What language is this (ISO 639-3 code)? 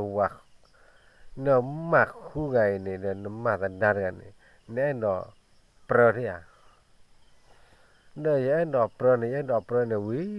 ksw